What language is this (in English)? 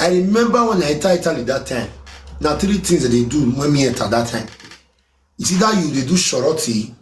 Nigerian Pidgin